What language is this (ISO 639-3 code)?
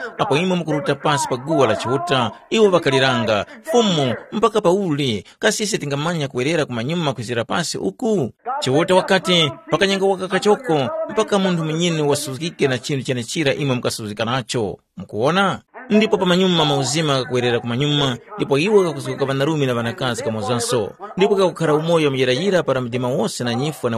tum